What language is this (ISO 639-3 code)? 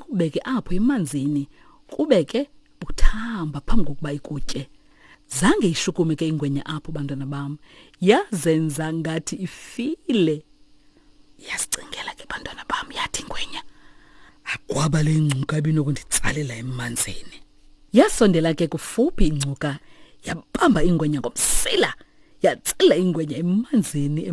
xho